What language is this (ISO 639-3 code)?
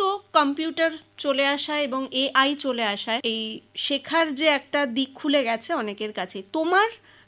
ben